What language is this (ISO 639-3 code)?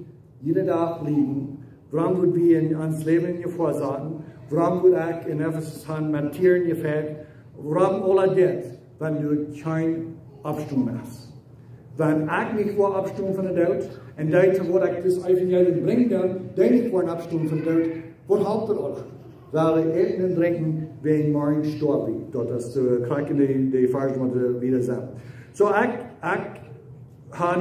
pdt